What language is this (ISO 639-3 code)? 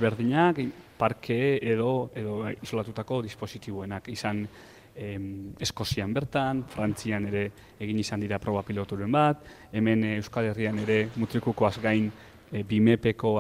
eus